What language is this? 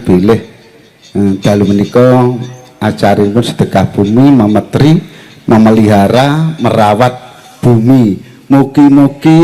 Javanese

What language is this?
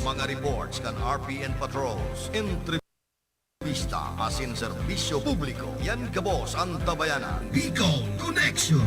Bikol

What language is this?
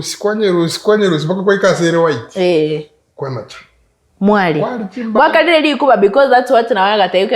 Gusii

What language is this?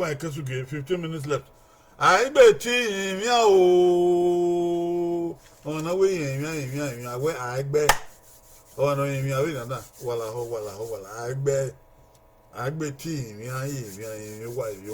Bini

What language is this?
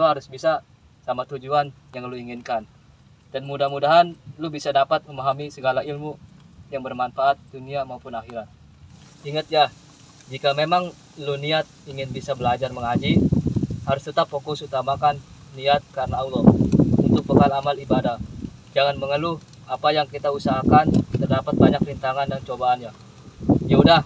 Betawi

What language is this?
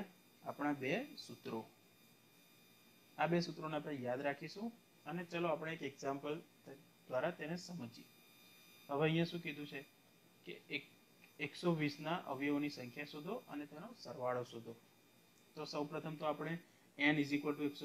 Gujarati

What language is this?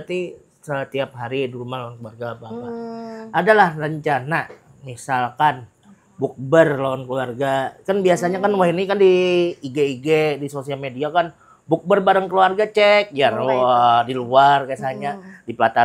Banjar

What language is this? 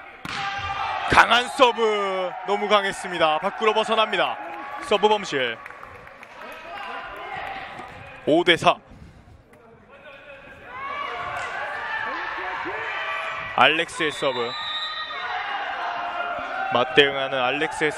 Korean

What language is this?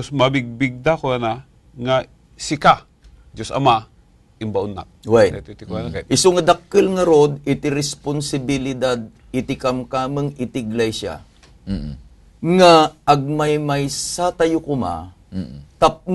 Iloko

